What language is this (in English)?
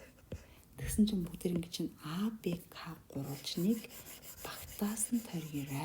Mongolian